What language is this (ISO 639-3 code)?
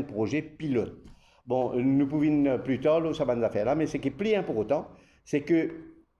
mfe